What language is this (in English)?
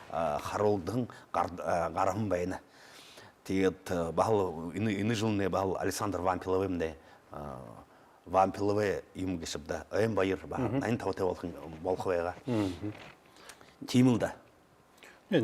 Buriat